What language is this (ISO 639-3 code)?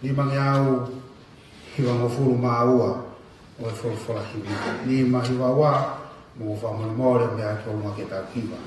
ton